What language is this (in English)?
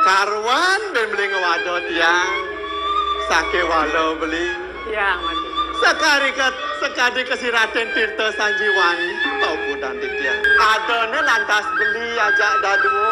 Balinese